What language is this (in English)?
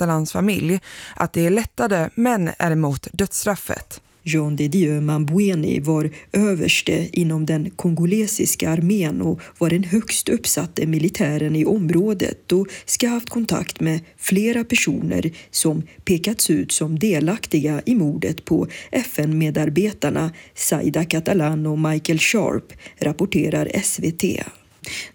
Swedish